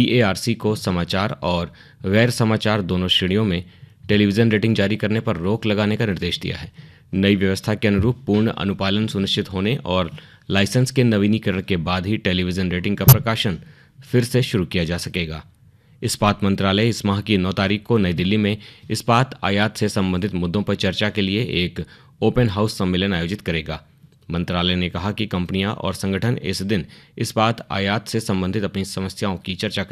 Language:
Hindi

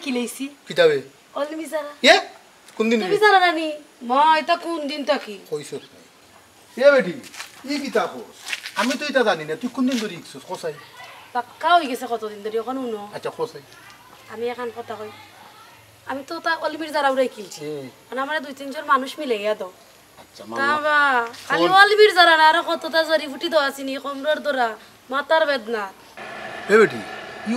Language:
Sylheti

